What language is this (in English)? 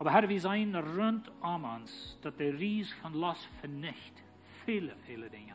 Plautdietsch